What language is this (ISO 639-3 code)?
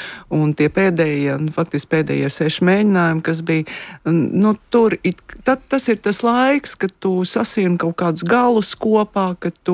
lav